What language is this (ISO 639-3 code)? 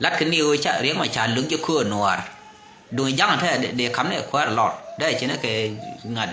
nus